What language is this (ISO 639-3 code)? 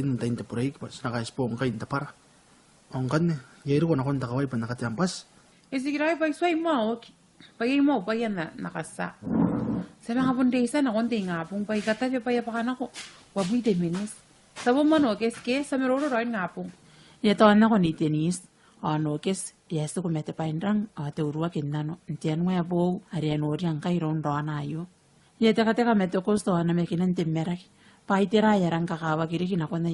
gil